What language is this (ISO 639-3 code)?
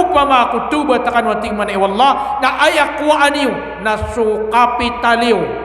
mrw